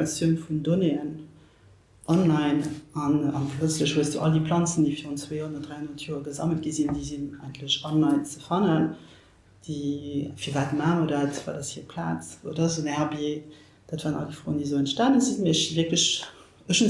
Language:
Luxembourgish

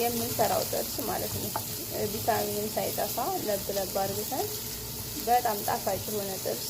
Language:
Amharic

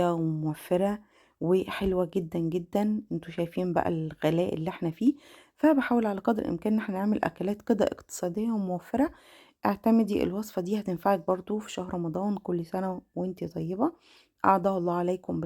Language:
Egyptian Arabic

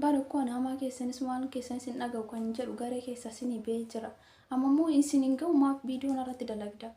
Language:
Oromo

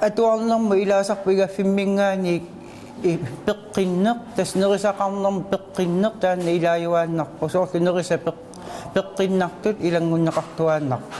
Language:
Kalaallisut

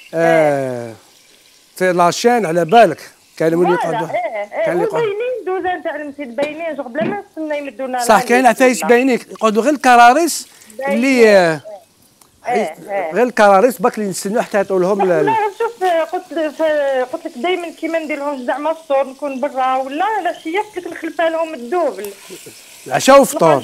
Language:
Algerian Arabic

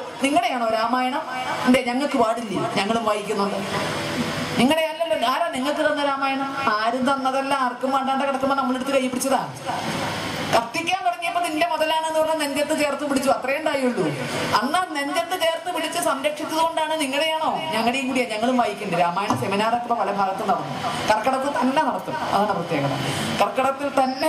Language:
Malayalam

